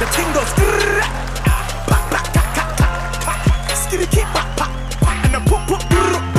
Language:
Turkmen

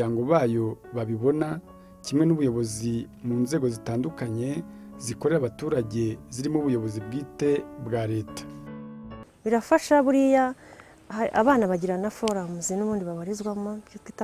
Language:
Kinyarwanda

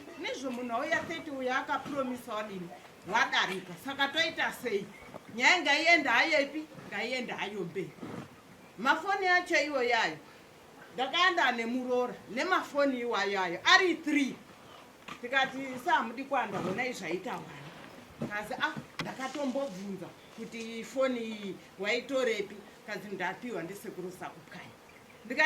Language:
Shona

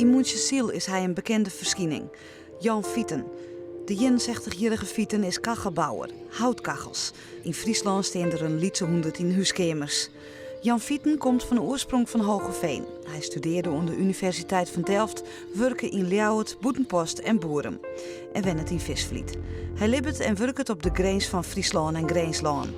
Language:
Western Frisian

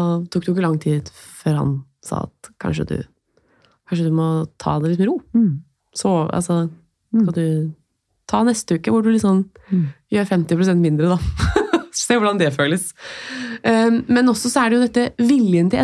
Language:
Norwegian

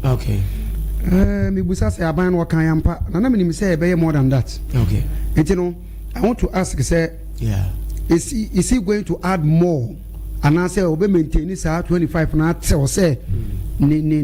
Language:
Akan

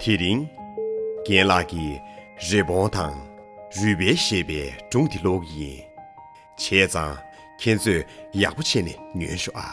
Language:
Tibetan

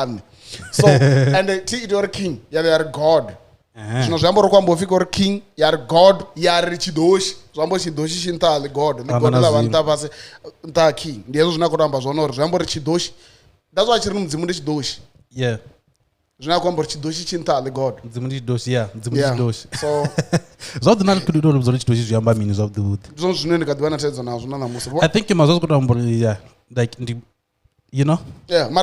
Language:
Venda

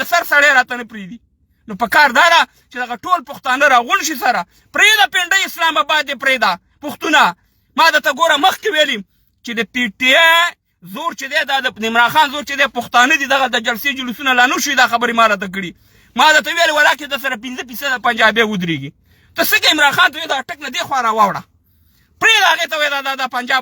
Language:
Pashto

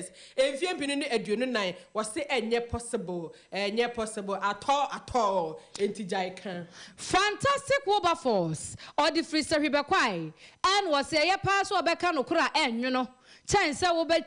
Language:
Akan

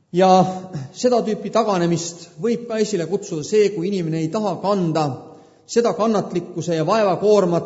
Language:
Estonian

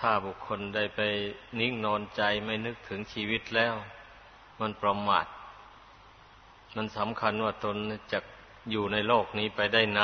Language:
Thai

